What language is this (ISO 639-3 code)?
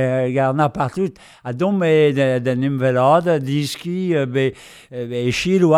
bre